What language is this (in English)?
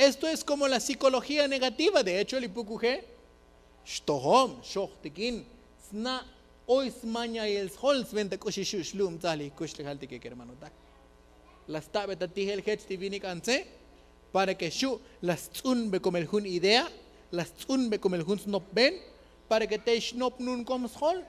Tzotzil